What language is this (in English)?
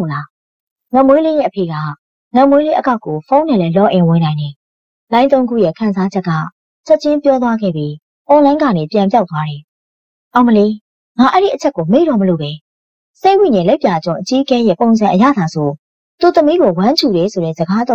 Burmese